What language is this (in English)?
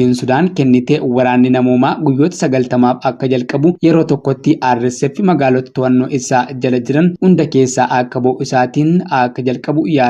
Oromo